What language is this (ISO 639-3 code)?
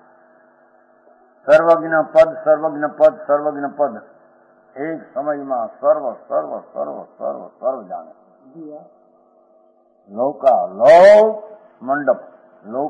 guj